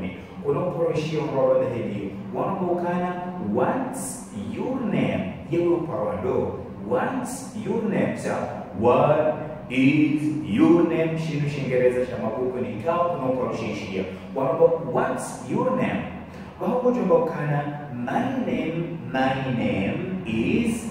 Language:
Ngazidja Comorian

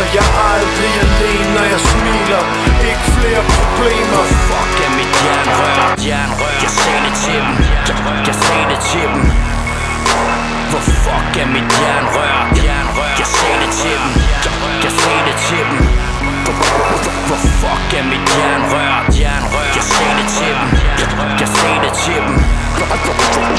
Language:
Danish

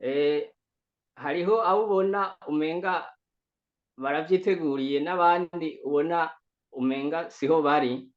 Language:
Rundi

